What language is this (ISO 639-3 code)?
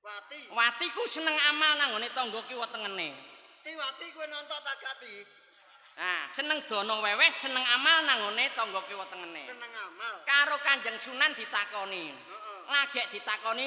jav